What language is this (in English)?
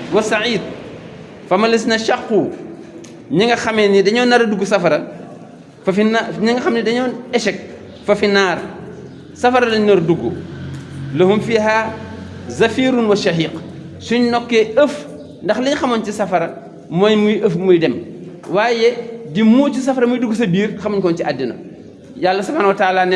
Wolof